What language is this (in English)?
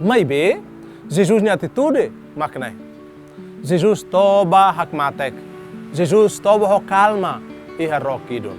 Tetum